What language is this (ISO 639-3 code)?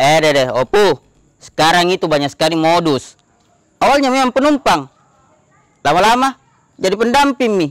mfp